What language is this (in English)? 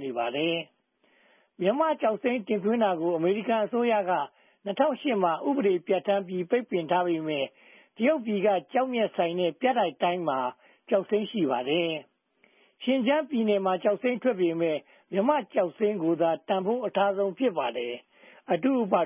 Burmese